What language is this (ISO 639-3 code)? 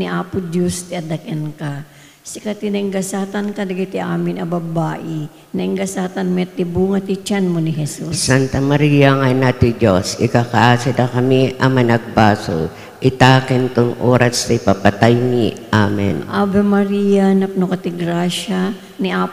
ilo